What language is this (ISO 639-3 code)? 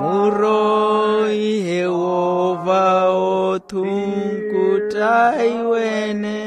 vmw